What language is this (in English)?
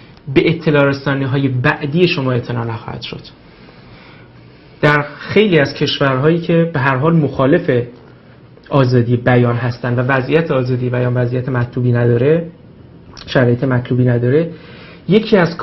Persian